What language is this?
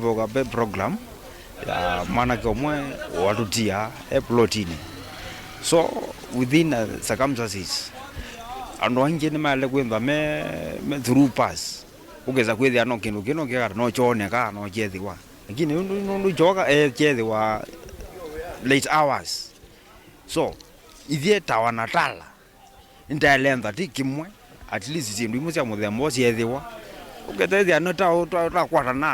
Kamba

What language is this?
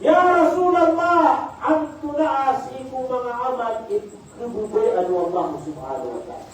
Maranao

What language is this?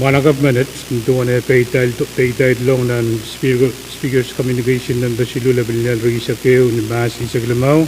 Pohnpeian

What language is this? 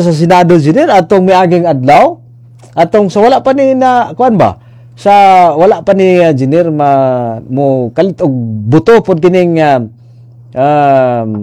Cebuano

